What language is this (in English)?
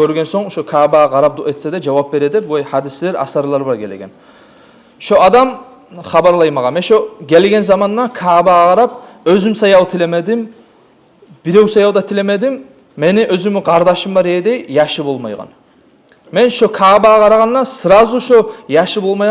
Kumyk